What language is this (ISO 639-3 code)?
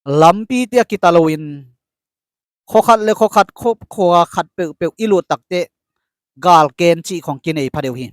ctd